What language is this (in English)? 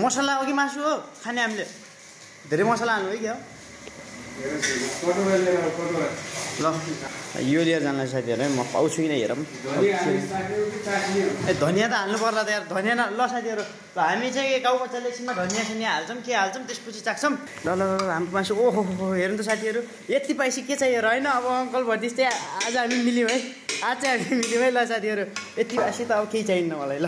Nepali